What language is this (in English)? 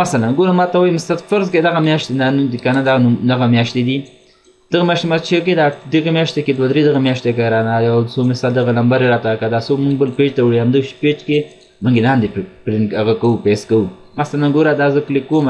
Pashto